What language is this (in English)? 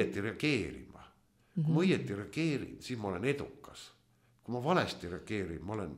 Estonian